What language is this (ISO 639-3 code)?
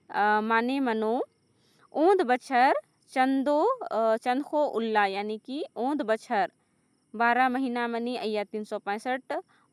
kru